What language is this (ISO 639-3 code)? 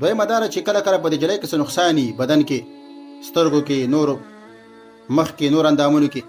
pus